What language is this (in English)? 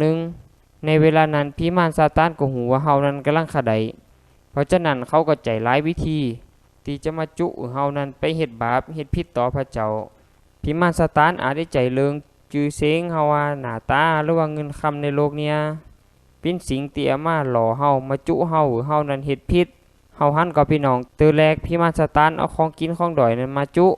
Lao